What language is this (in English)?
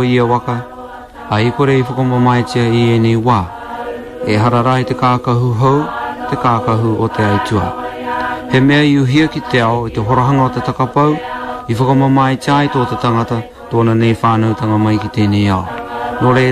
Māori